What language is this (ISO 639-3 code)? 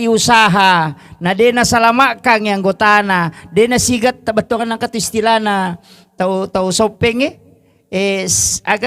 bug